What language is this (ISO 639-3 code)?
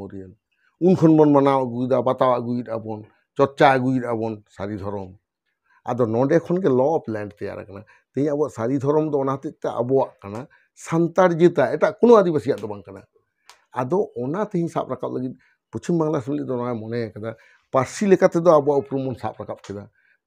sat